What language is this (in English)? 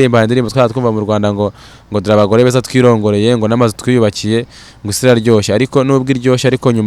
Kinyarwanda